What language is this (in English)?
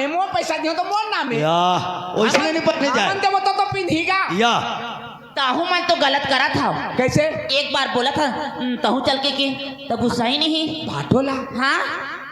Chhattisgarhi